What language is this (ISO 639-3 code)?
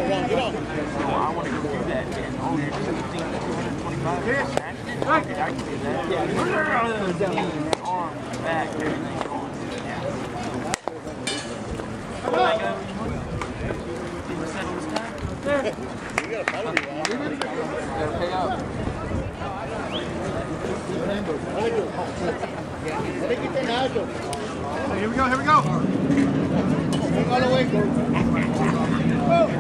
eng